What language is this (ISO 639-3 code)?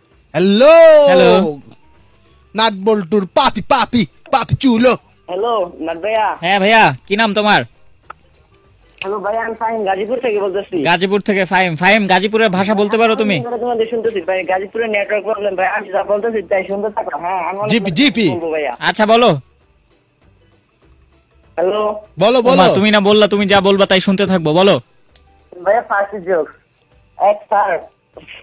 ben